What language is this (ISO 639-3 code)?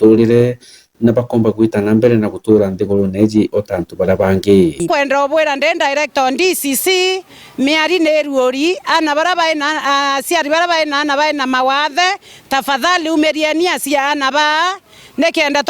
mer